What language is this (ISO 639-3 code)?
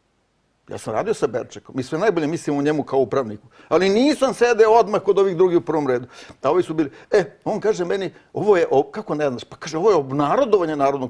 srp